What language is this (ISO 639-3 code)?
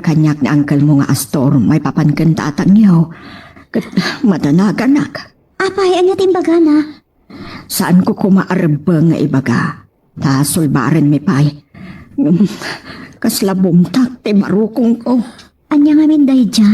ilo